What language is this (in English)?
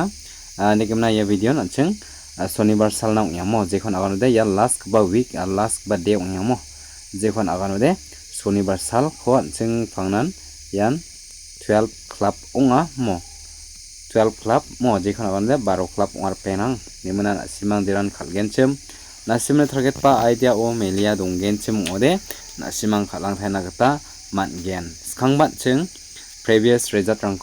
Garo